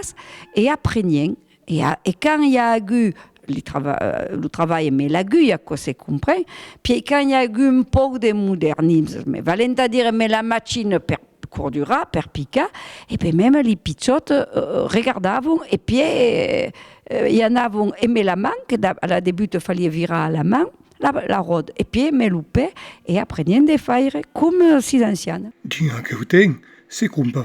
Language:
Occitan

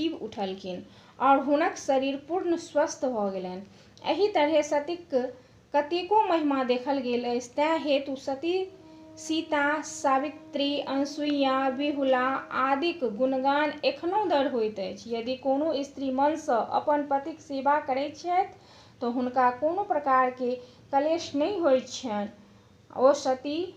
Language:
Maithili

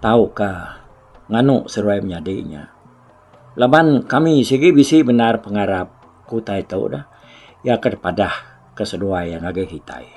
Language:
Iban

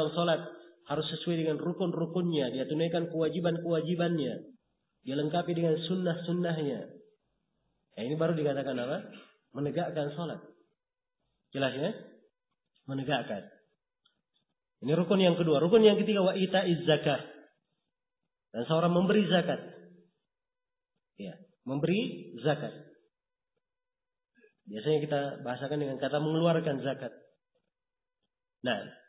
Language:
Indonesian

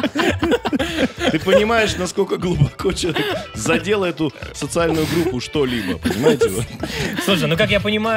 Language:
Russian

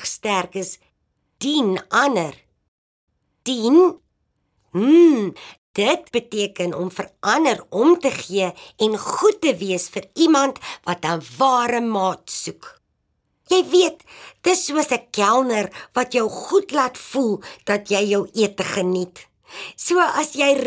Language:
Afrikaans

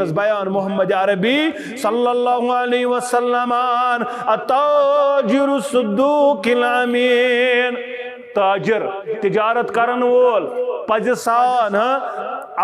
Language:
Kashmiri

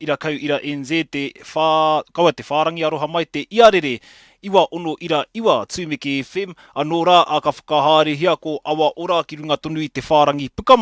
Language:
Māori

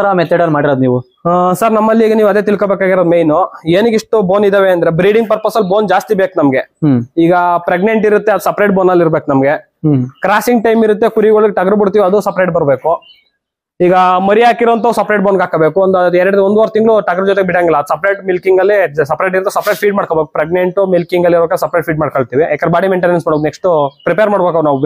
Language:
Kannada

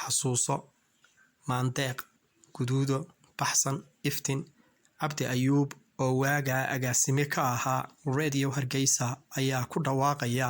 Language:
Somali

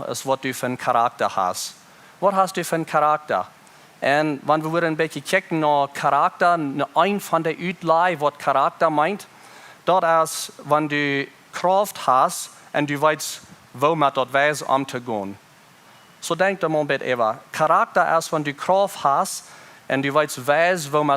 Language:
Plautdietsch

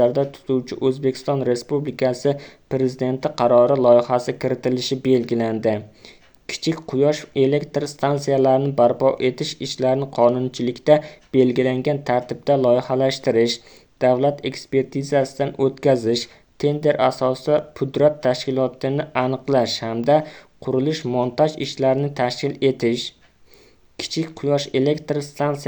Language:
Uzbek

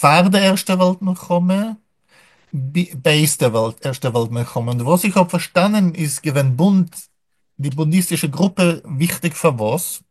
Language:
Yiddish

